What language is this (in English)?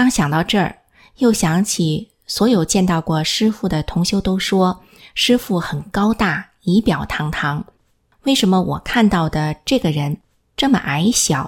Chinese